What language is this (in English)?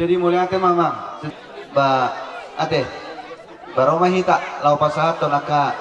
Batak Toba